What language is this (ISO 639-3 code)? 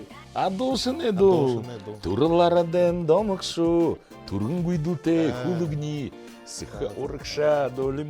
bua